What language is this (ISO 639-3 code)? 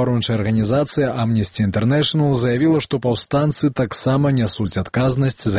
bel